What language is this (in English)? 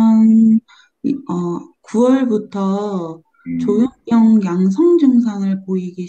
Korean